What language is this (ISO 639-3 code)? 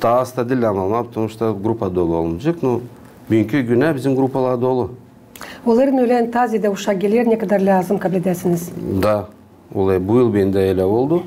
gag